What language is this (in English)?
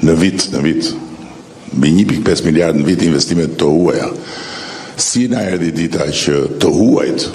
Albanian